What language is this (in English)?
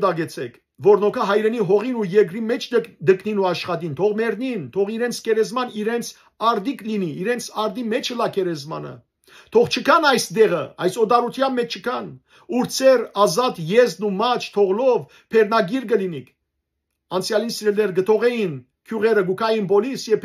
Western Armenian